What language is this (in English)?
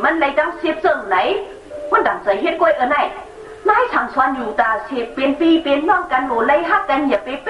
Shan